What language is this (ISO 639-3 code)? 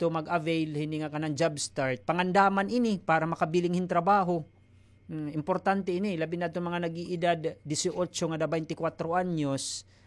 war